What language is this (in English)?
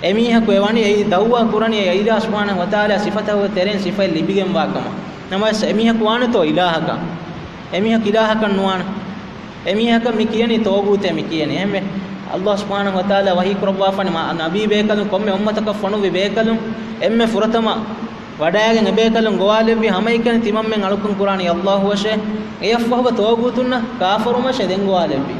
Divehi